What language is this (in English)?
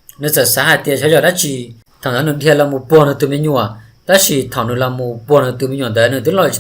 Hmong